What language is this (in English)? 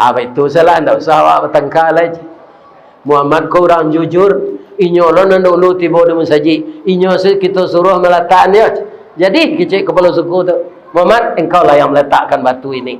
Minangkabau